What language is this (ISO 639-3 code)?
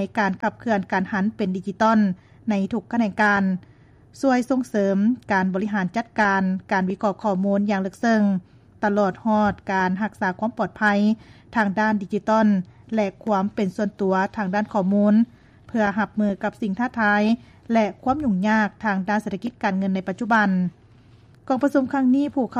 lao